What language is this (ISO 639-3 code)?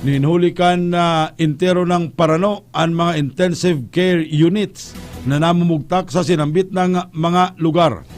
bik